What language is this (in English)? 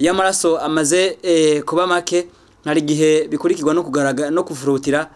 Rundi